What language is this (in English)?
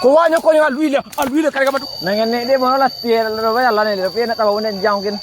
Minangkabau